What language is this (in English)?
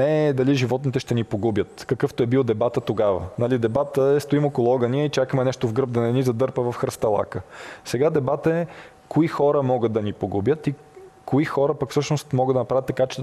Bulgarian